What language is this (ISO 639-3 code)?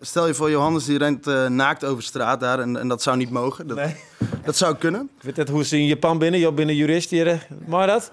fry